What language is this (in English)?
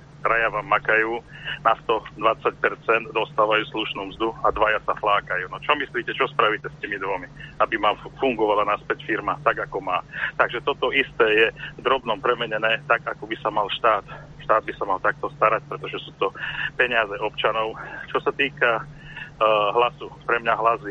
Slovak